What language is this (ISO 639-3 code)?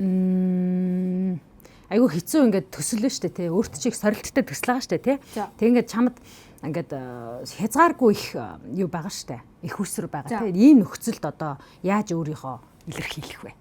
mon